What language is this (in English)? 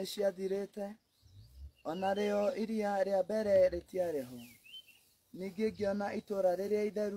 Kikuyu